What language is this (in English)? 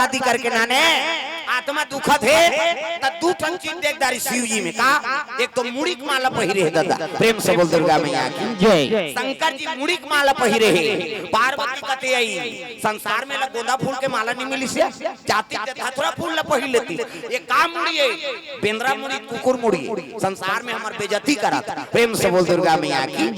Chhattisgarhi